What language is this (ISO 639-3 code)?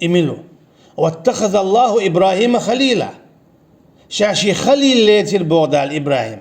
che